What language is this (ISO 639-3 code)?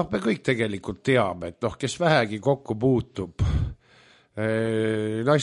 est